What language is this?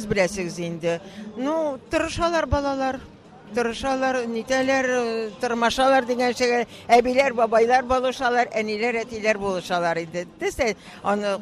Tatar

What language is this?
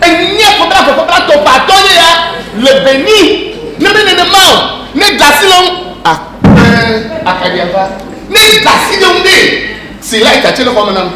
Ewe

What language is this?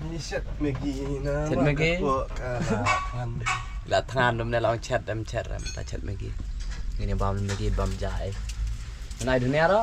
Khasi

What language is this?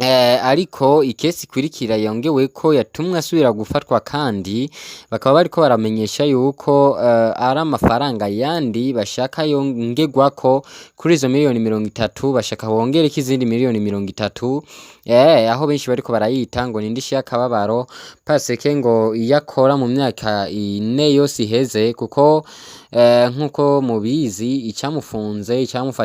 Rundi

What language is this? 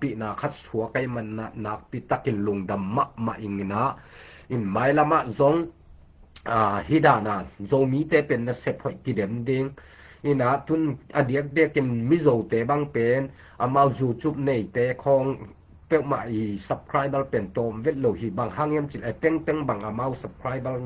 Tedim Chin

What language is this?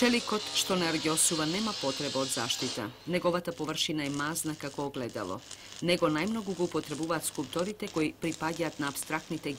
Macedonian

